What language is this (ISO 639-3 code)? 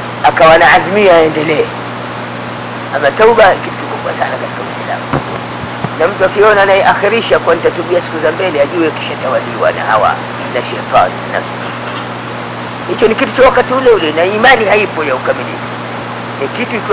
swa